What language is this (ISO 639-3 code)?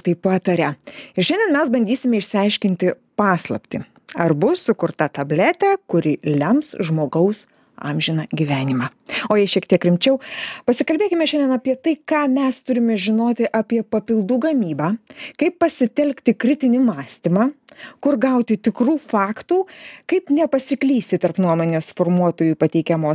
lit